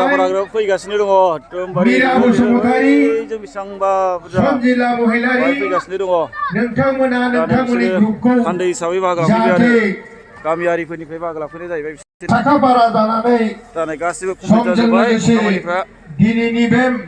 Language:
Bodo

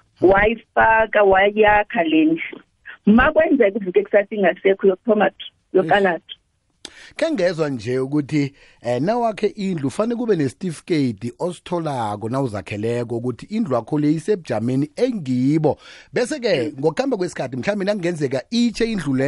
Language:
South Ndebele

